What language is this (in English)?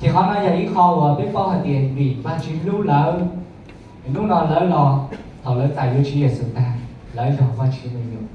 Hmong